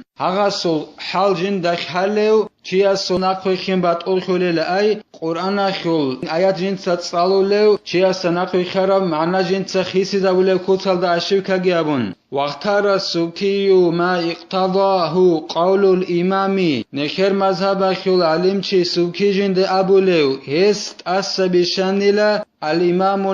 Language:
Avaric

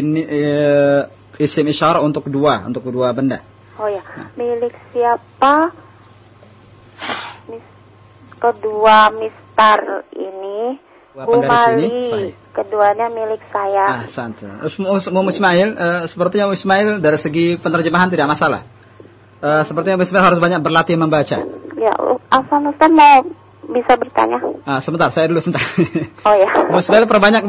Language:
Indonesian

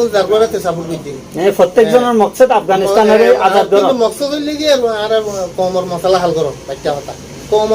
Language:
Rohingya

